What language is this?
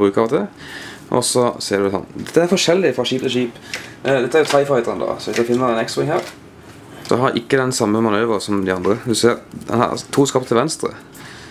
Norwegian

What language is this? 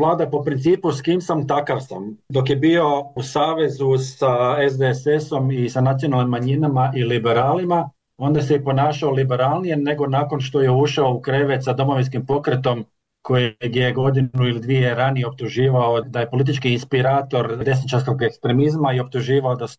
Croatian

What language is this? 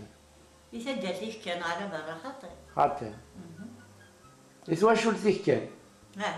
Kabyle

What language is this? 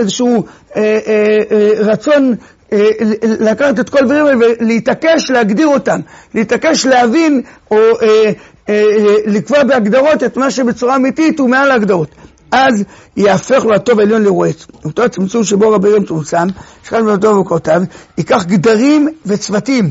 Hebrew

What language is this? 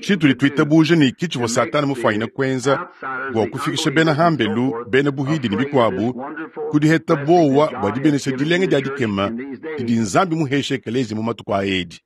Luba-Lulua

